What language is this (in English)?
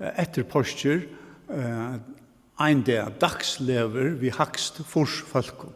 Faroese